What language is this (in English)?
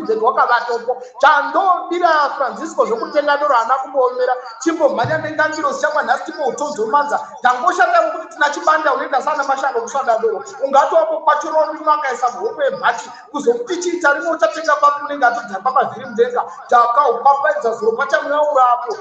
Shona